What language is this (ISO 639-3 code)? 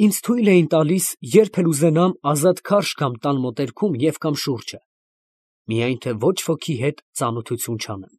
hye